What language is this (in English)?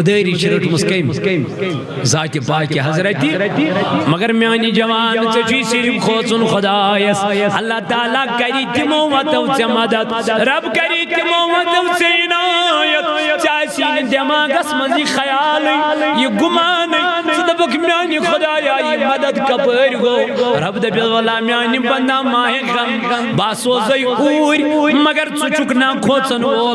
Kashmiri